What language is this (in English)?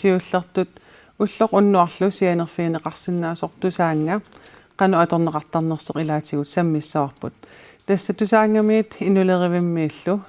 Kalaallisut